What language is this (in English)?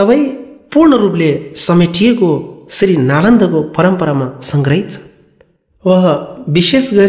Nepali